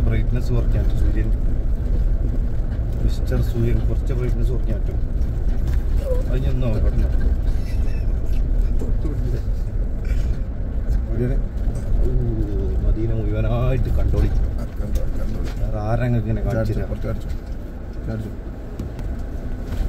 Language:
Malayalam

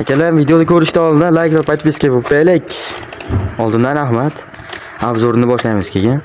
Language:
Uzbek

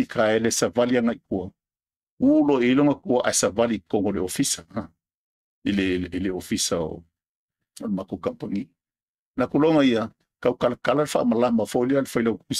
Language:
Samoan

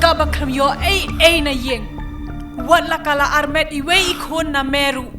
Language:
Khasi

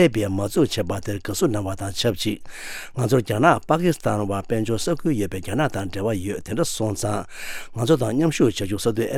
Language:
Tibetan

